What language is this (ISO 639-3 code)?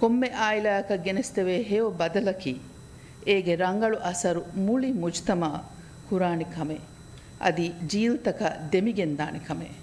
div